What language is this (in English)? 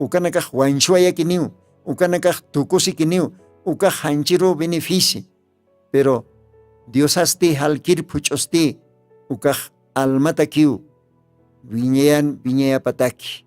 Aymara